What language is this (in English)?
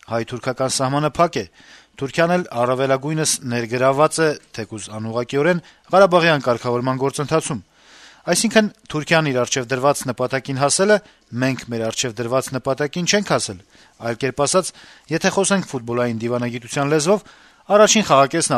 Armenian